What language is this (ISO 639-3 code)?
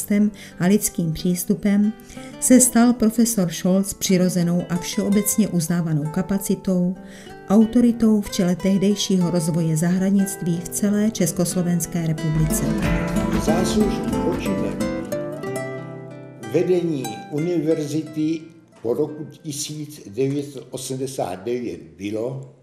ces